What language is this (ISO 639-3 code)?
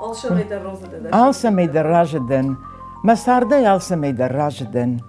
oss